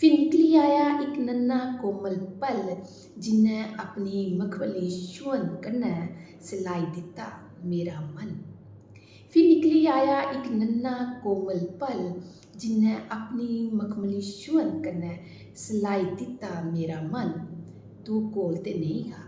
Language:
Dogri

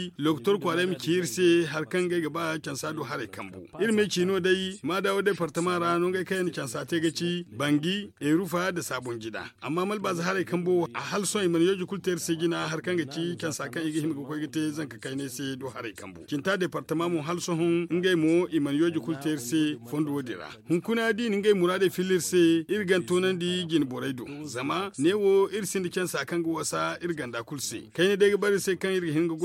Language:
Zarma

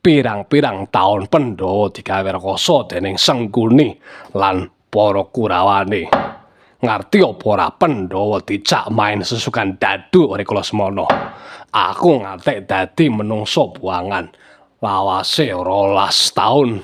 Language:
Javanese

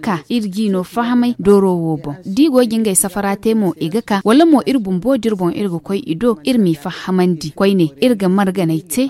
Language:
Zarma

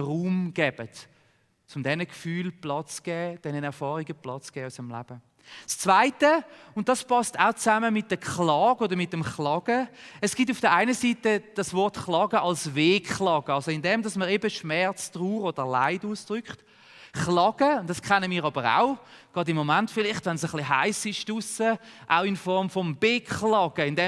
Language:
Swiss German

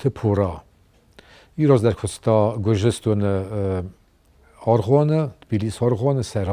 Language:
Ossetic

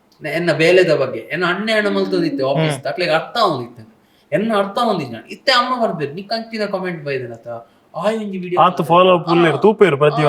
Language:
Tulu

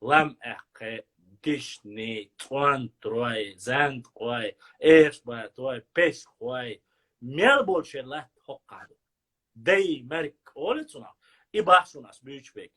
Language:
Chechen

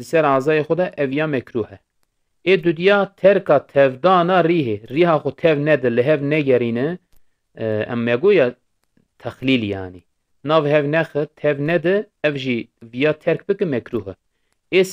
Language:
Kurdish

